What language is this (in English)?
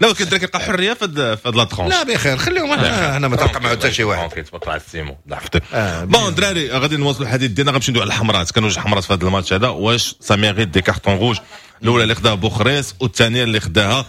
Moroccan Arabic